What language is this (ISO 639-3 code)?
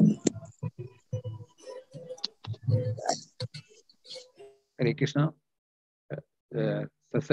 mal